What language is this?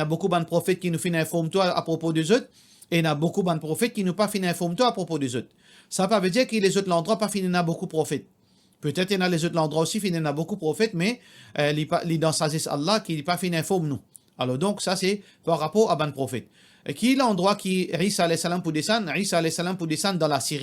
Morisyen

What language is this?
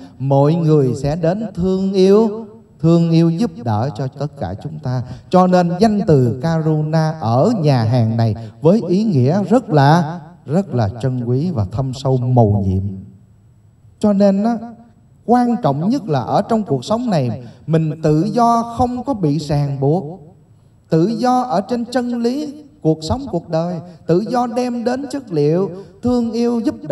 Vietnamese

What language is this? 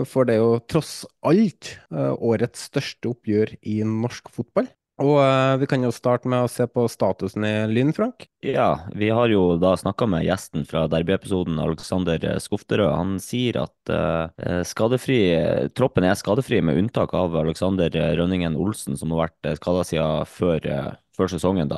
Norwegian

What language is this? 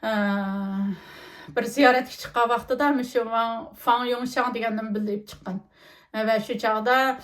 Uyghur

